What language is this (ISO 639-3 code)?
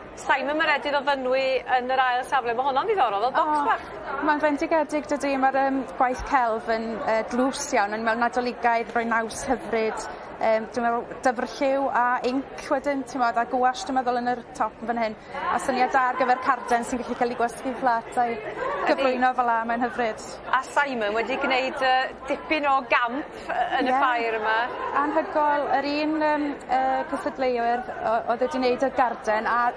cym